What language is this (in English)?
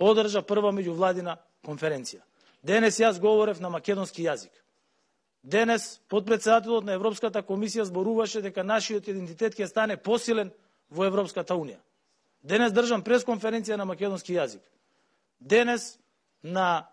Macedonian